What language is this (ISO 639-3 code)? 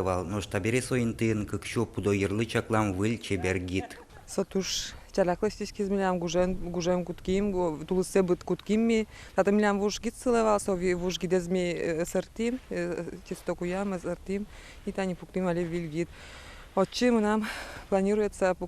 udm